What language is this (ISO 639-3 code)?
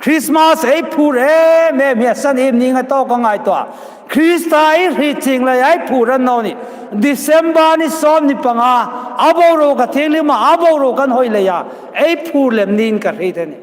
hmr